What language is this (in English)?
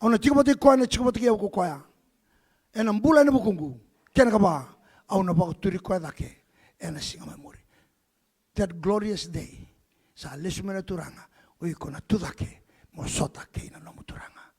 Fijian